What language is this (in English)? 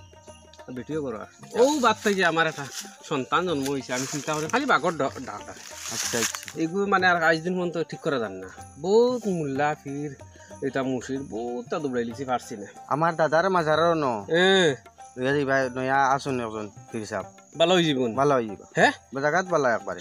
Sylheti